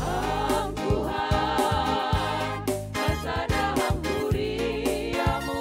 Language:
Batak Simalungun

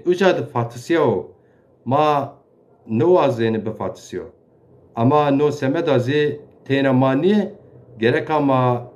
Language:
Zaza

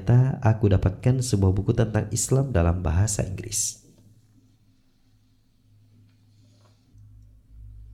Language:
Indonesian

